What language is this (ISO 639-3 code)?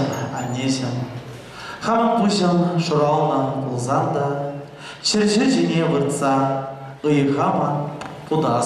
chv